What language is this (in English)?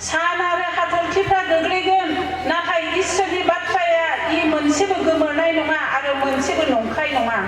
Bodo